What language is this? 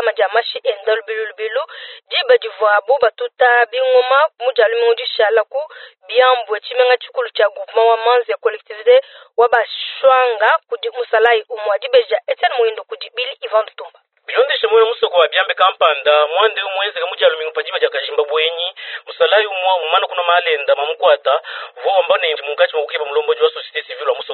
Luba-Lulua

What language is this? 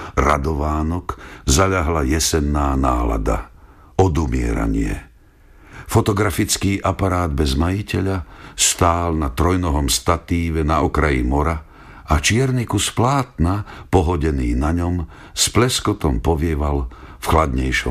Slovak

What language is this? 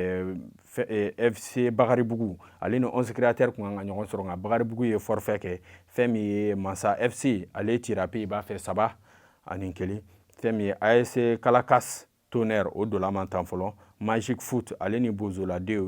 Bambara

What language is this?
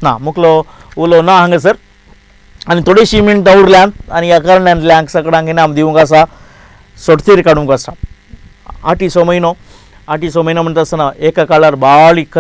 Konkani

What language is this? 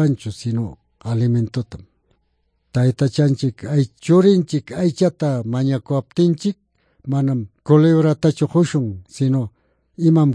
Quechua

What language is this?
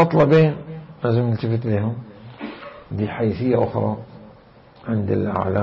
Mesopotamian Arabic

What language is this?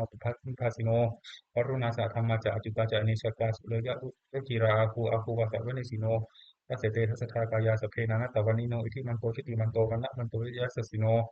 Pali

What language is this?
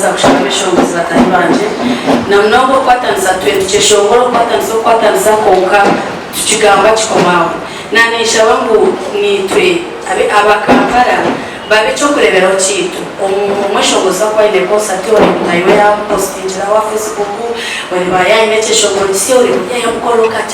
Nyankole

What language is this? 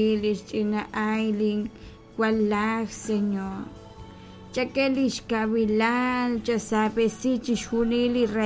Kekchí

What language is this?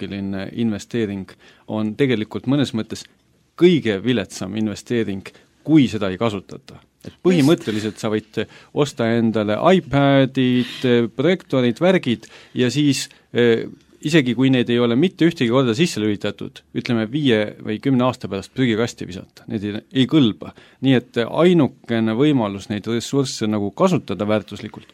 Estonian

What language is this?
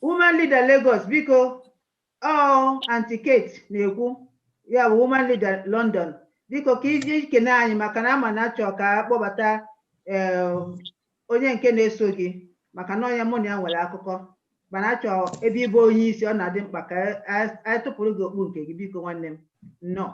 Igbo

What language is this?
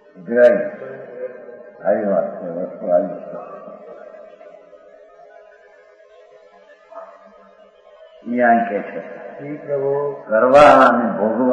Gujarati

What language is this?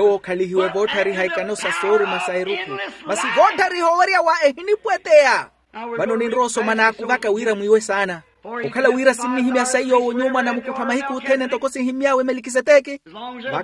Makhuwa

